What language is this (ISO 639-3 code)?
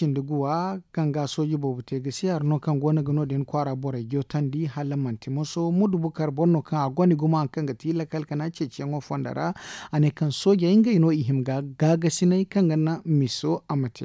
dje